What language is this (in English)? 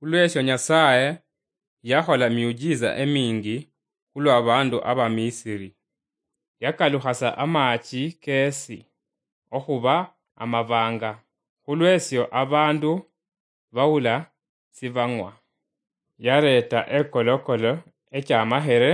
Luyia